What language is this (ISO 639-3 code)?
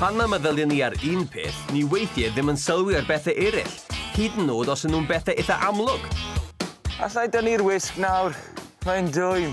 cym